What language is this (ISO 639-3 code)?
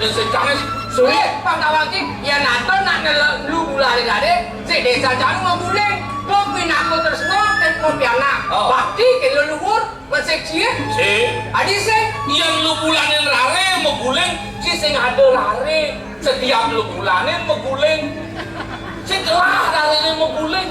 ban